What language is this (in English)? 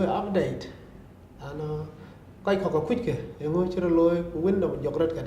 Dinka